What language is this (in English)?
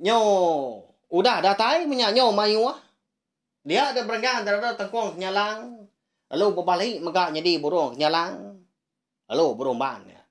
Iban